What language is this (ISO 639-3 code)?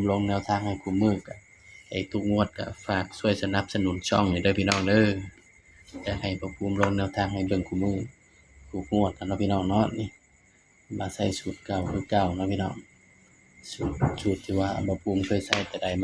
tts